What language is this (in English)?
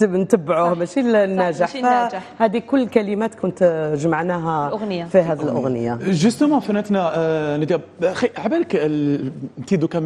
Algerian Arabic